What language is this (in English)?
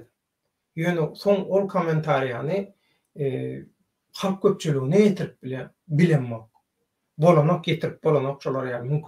Turkmen